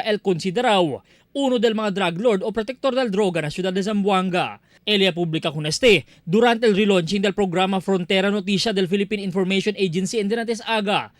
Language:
Chavacano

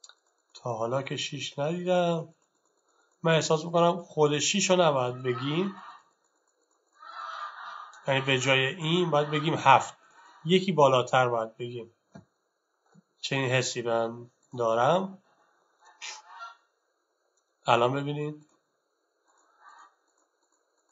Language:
Persian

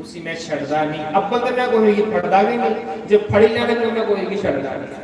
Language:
Dogri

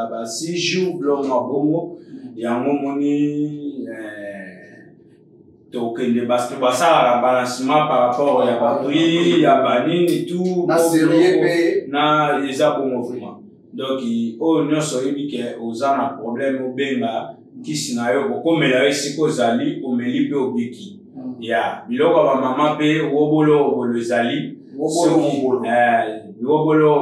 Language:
Lingala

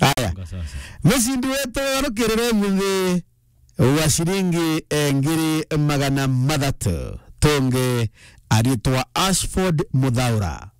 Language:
Meru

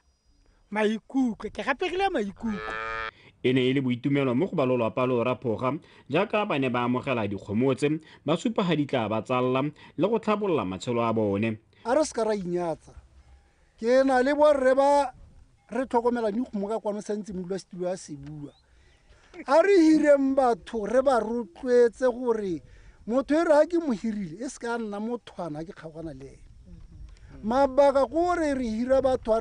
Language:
Tswana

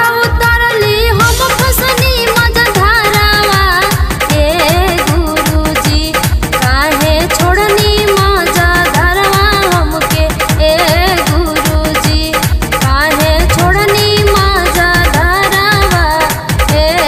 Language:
Bhojpuri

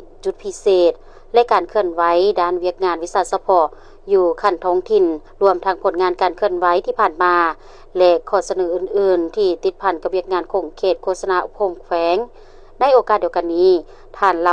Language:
Lao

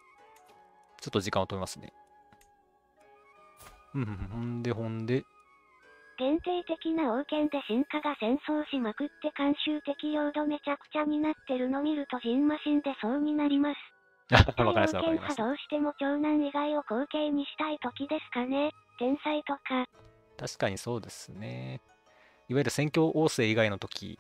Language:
Japanese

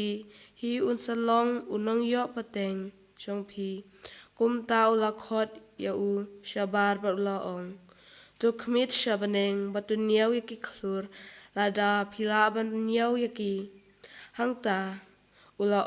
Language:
Khasi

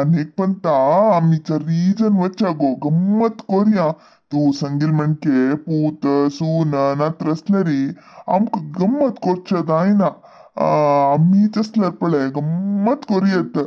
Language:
Konkani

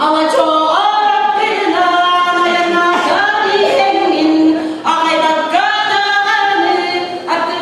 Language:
Yakut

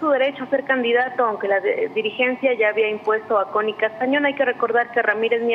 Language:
Spanish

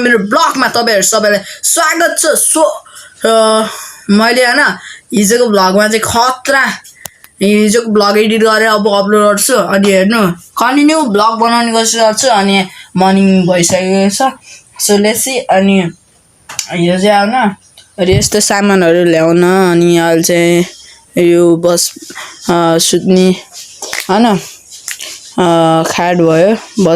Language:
Nepali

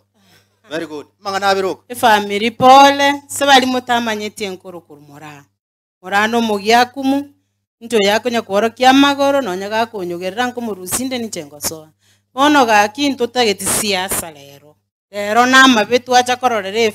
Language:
Gusii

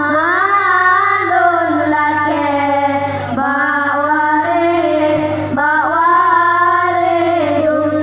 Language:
Achinese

